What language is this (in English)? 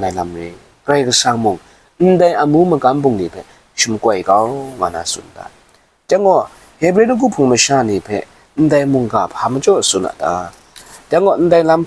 Kachin